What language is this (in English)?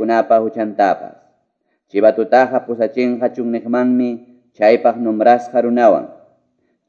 Quechua